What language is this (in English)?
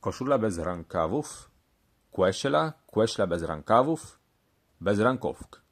Kashubian